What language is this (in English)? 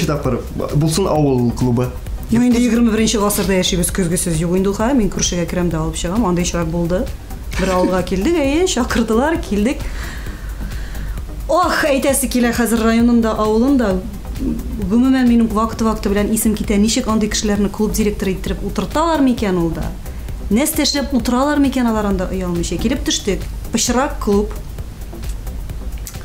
Tatar